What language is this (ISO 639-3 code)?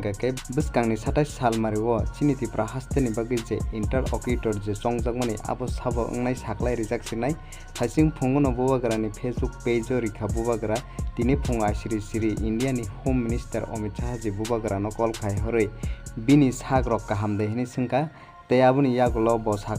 trp